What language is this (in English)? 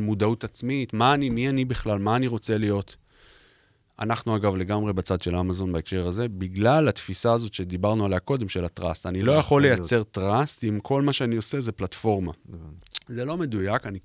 Hebrew